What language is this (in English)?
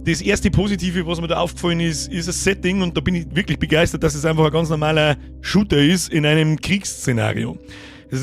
Bavarian